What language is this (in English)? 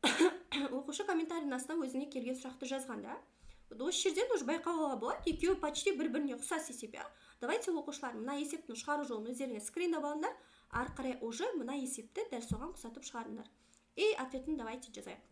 Kazakh